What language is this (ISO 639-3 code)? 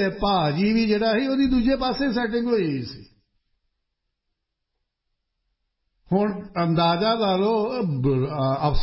pan